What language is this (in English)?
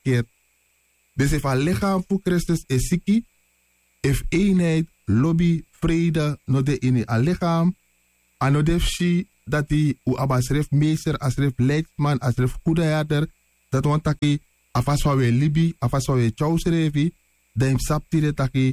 Sranan Tongo